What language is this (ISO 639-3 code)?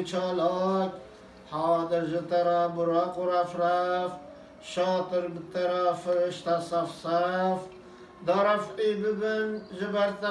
kur